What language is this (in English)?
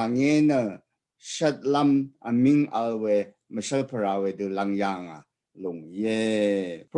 Rawang